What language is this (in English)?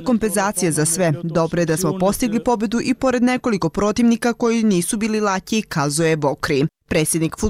Bosnian